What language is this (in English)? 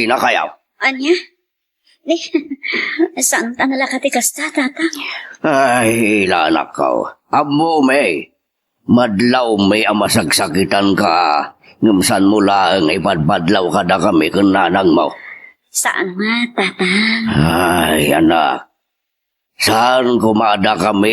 Iloko